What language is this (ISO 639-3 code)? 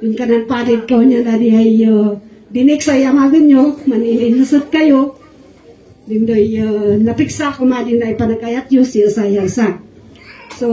kne